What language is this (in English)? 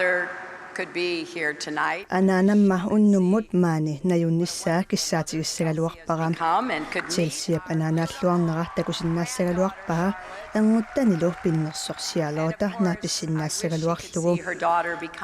Kalaallisut